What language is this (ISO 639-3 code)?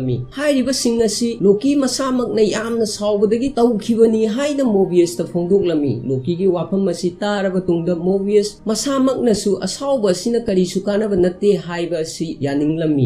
mni